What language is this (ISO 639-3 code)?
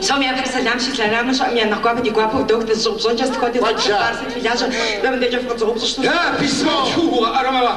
kbd